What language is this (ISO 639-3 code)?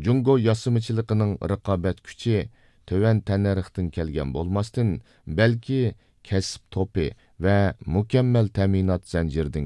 uig